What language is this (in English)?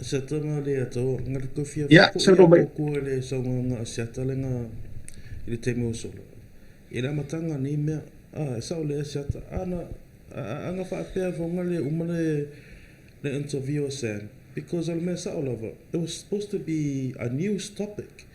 Samoan